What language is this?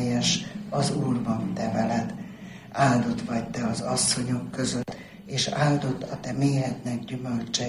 Hungarian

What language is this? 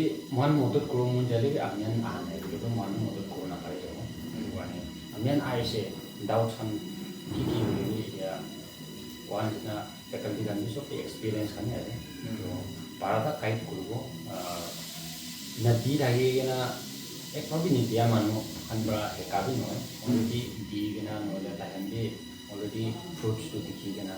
Naga Pidgin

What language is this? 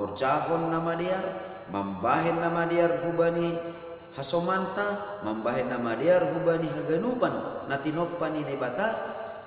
Batak Simalungun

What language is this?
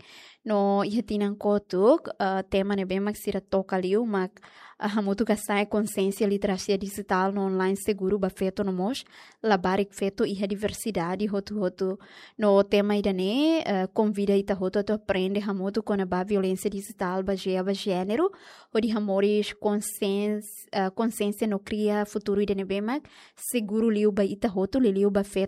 Tetum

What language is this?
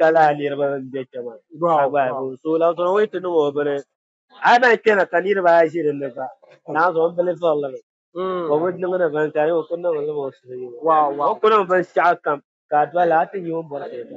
Dagbani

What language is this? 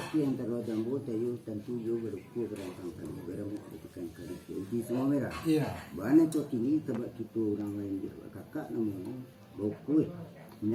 Minangkabau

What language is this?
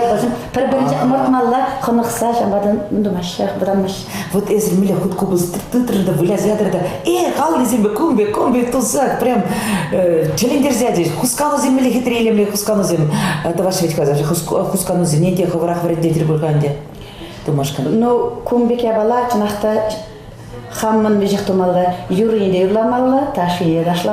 Chuvash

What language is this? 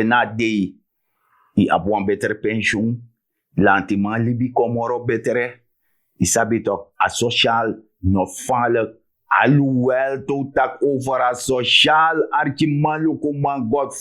Sranan Tongo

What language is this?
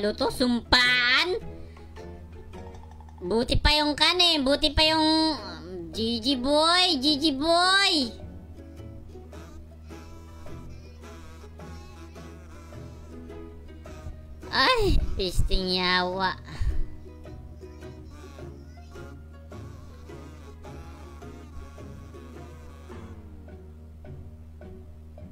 Filipino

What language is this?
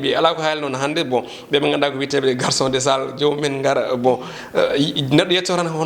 Fula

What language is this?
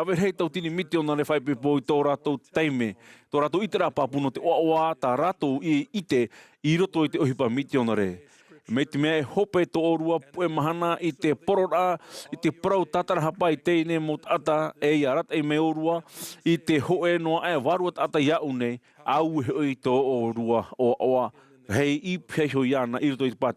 Tahitian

